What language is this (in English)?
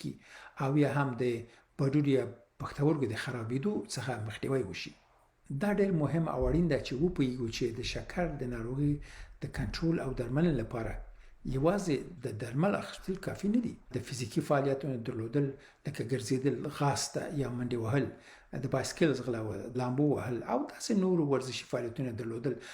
Pashto